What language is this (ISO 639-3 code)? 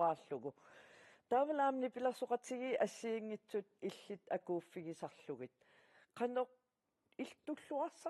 kal